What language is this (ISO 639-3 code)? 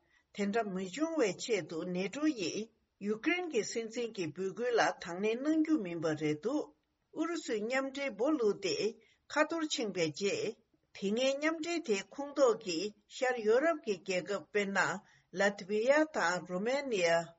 bod